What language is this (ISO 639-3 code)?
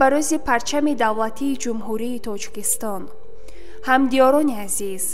tgk